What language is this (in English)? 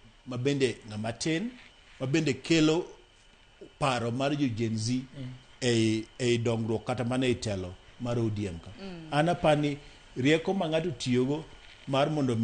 Luo (Kenya and Tanzania)